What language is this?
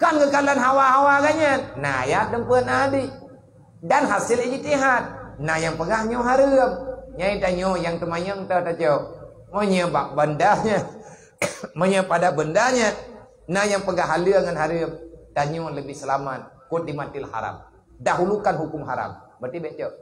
Achinese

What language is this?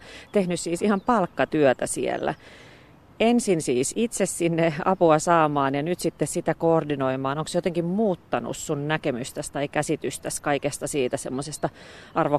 Finnish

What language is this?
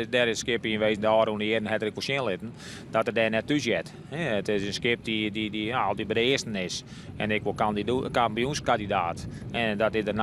Western Frisian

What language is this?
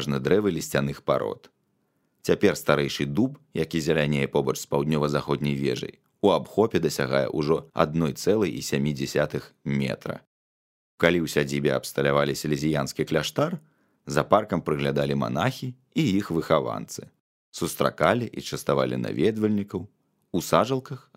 Belarusian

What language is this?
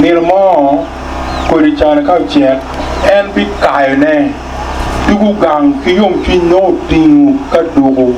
Acoli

